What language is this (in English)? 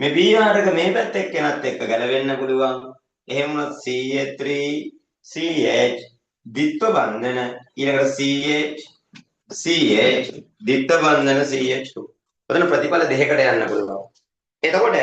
Sinhala